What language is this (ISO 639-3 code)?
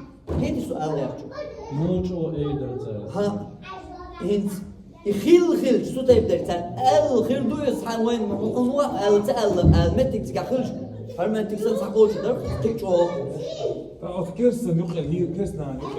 che